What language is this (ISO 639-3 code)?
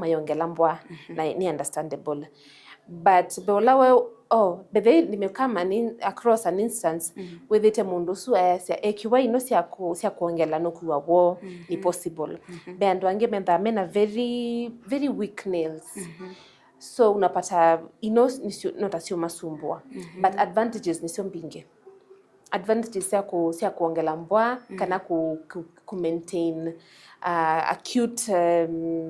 kam